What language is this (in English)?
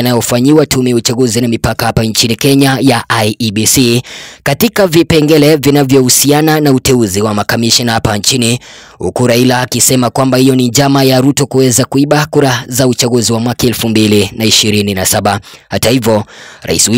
Swahili